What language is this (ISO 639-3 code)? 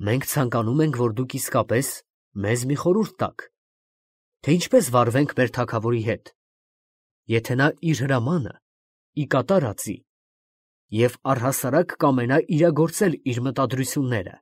hye